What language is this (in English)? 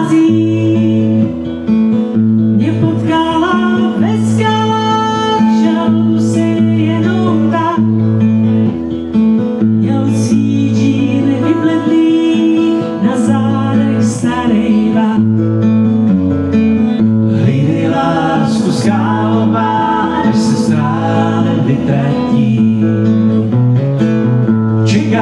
Czech